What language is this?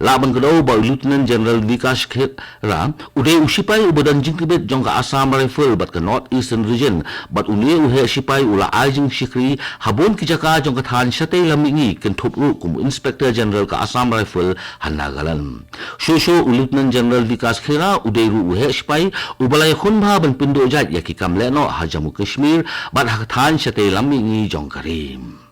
Khasi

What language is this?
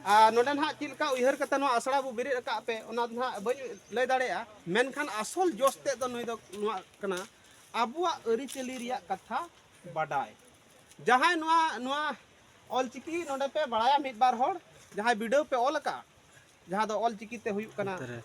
Santali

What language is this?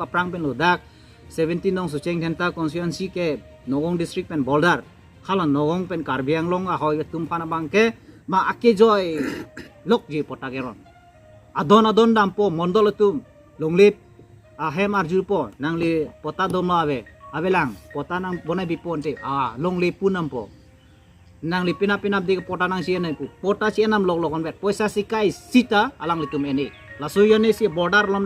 Karbi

